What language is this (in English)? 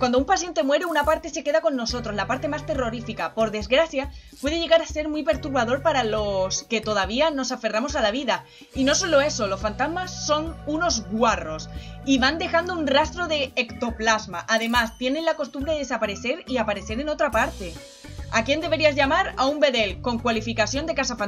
Spanish